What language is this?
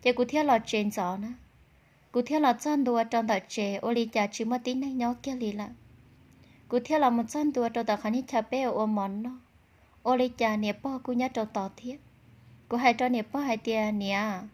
Hmong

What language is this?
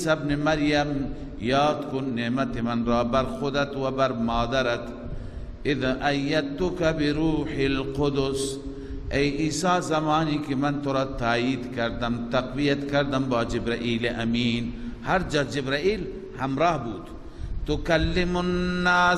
Persian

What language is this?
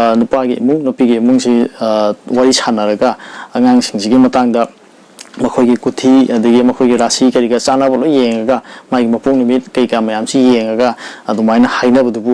Manipuri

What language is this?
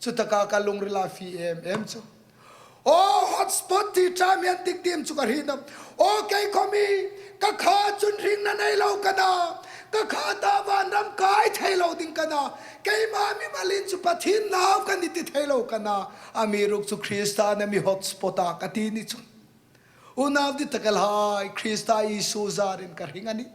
Hmar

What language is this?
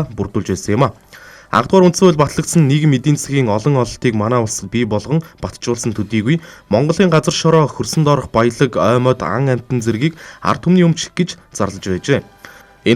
Mongolian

